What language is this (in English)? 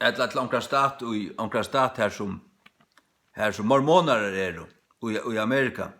Faroese